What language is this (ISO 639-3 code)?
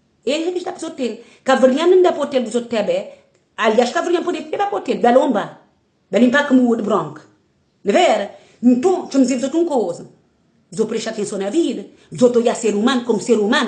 kea